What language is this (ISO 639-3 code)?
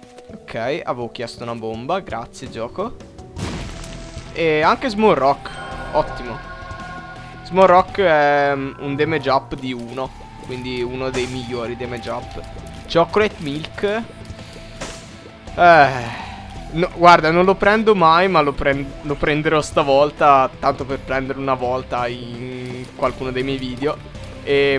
ita